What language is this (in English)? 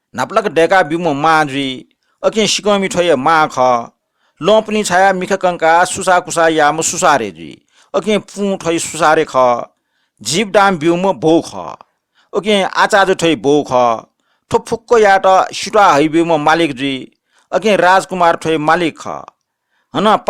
Newari